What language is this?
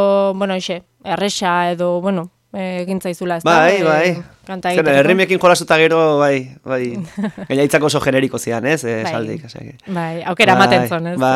Basque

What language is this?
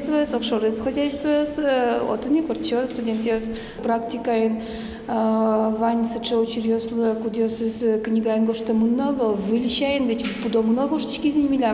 Udmurt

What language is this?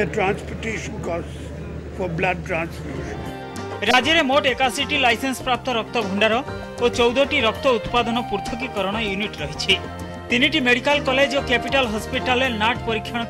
Odia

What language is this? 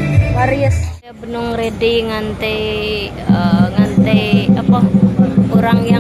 Iban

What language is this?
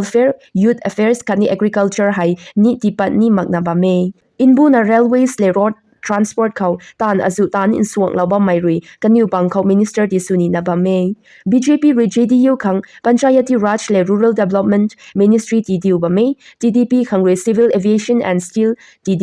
Rongmei Naga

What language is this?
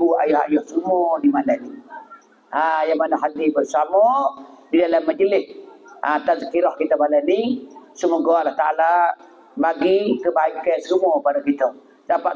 Pattani Malay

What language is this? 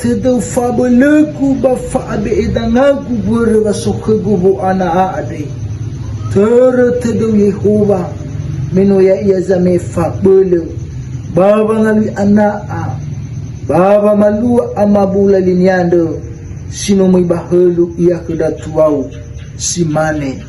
Nias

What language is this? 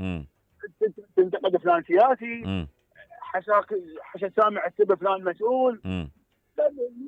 Mesopotamian Arabic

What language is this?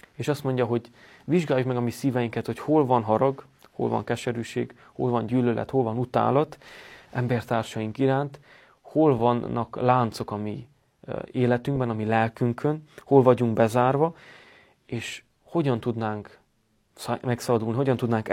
Hungarian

